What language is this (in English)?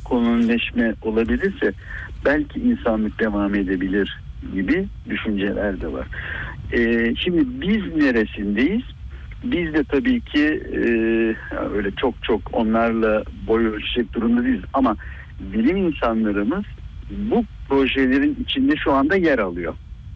Turkish